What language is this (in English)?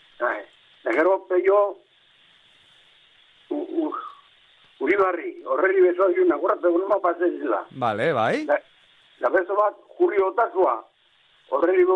Basque